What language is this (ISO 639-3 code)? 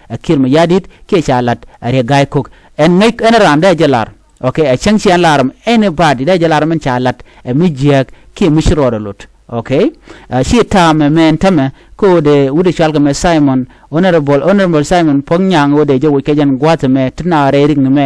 nus